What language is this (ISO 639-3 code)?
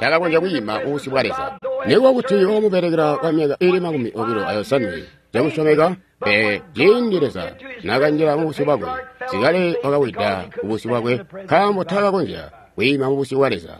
toi